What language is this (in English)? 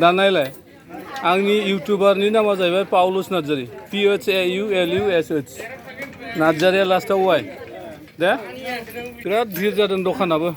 Bodo